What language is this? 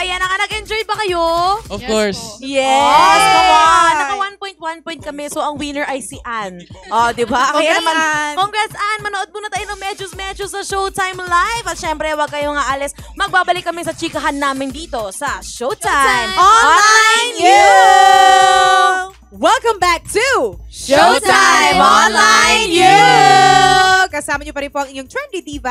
Filipino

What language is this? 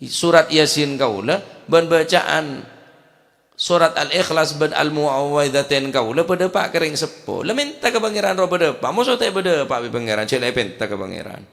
Madurese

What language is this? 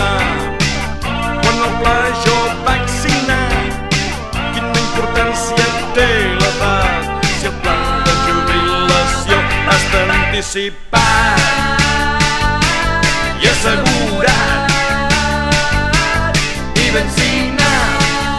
Catalan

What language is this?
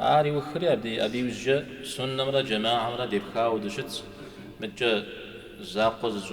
Kabardian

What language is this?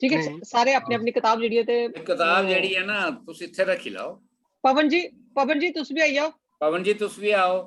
Dogri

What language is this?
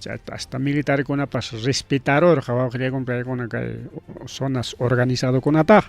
Ayacucho Quechua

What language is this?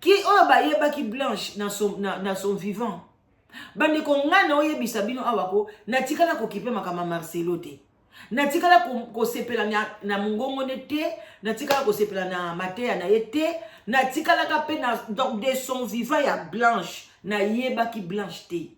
Lingala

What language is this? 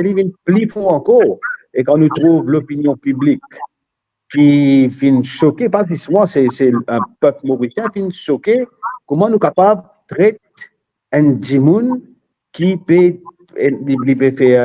Morisyen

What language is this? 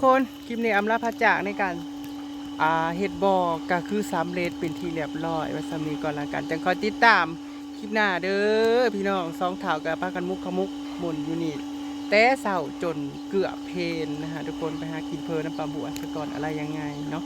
Northeastern Thai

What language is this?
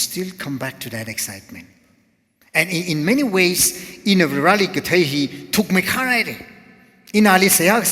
Tangkhul Naga (India)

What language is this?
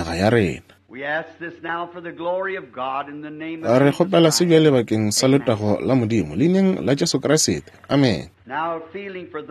Northern Sotho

